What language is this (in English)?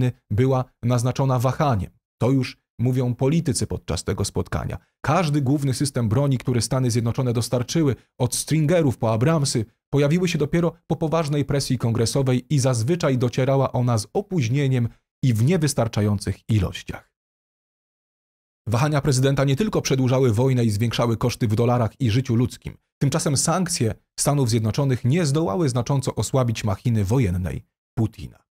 Polish